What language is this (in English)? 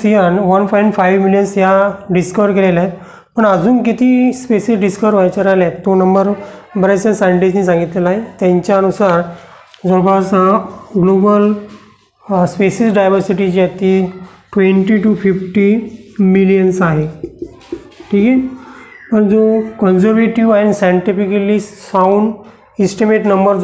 Marathi